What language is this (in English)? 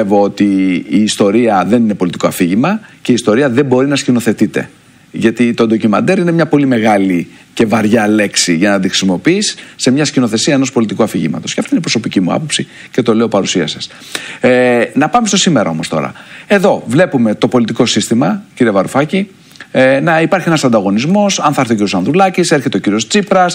Greek